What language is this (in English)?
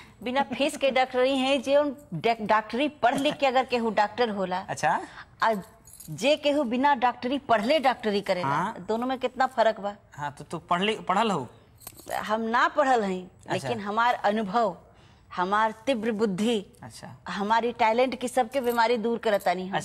Bhojpuri